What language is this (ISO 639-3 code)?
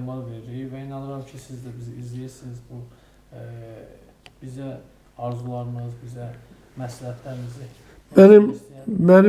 aze